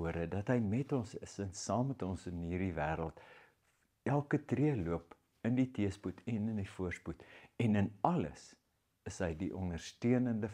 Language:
Afrikaans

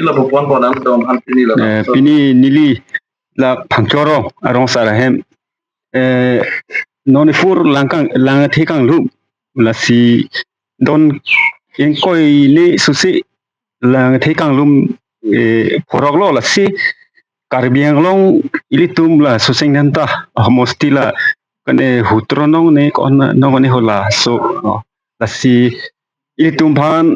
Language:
Karbi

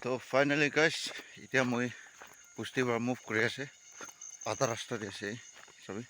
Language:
Naga Pidgin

